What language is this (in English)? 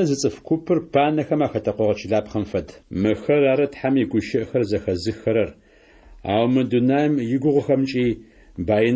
Adyghe